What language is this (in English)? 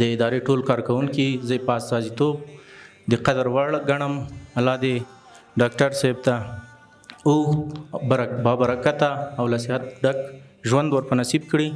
Pashto